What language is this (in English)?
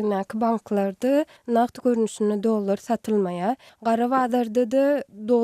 Turkmen